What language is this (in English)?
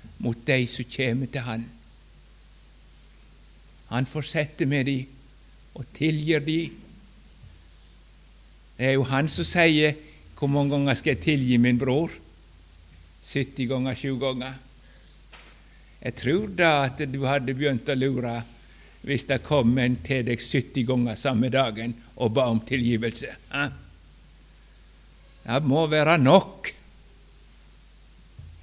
Norwegian